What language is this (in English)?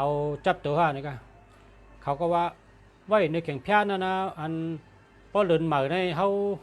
Shan